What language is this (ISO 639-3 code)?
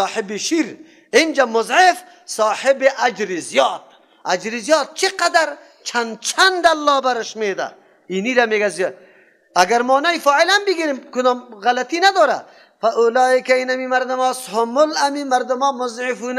fas